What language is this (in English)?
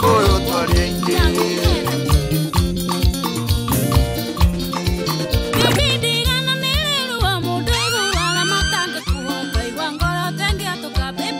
Kikuyu